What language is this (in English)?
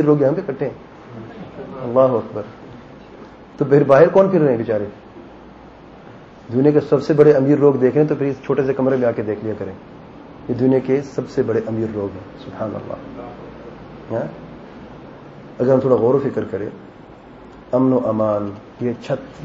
Urdu